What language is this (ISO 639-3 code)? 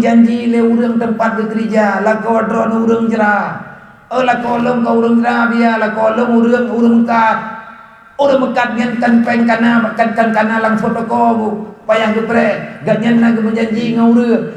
ace